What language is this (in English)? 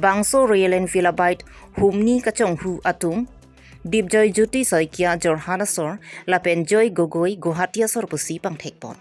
Karbi